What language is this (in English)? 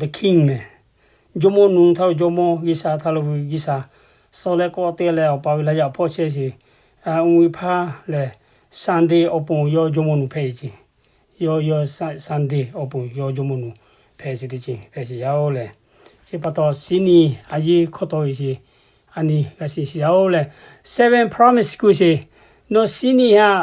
Lahu